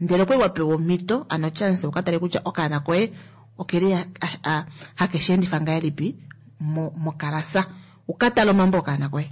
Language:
Kuanyama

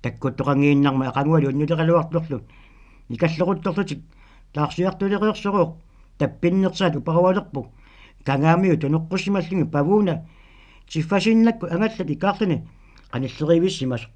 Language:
Kalaallisut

